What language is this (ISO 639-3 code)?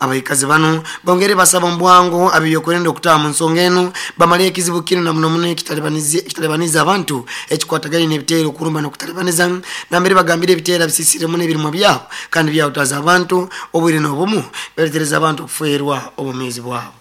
nyo